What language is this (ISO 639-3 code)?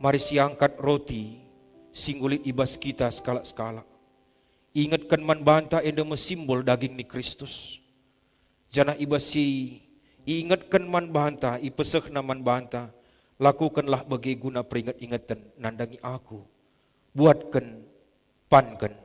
btx